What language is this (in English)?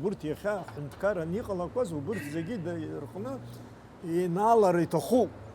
Abkhazian